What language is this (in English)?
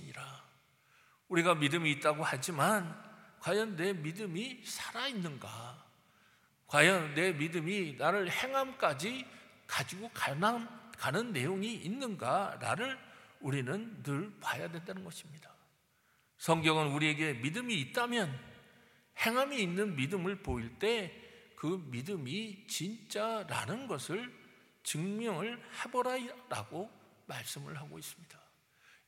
Korean